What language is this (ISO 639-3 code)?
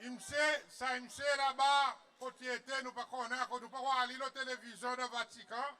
crs